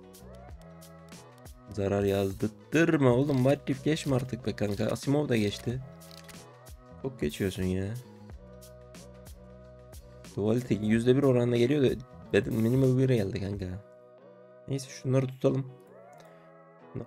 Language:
Turkish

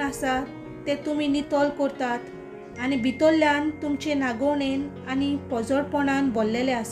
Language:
Konkani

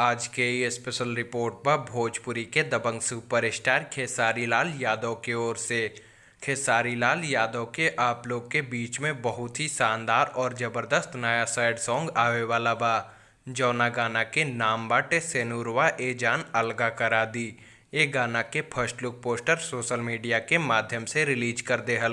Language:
Bhojpuri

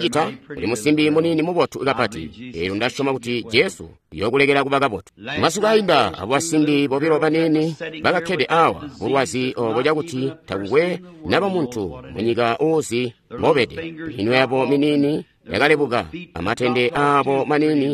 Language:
Tonga (Zambia)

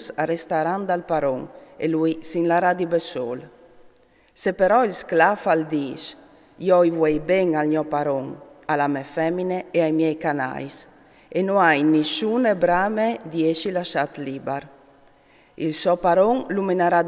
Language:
Friulian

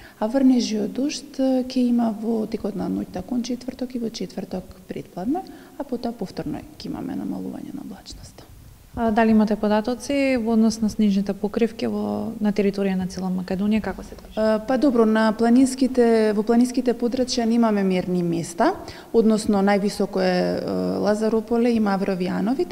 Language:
Macedonian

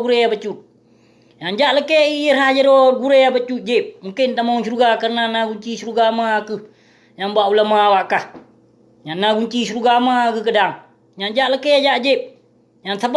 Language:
Achinese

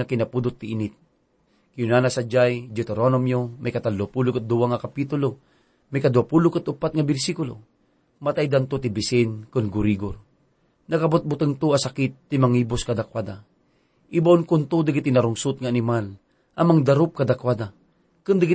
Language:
Iloko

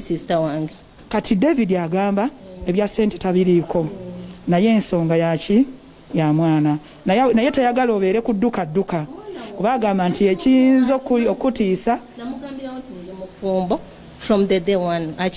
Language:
Ganda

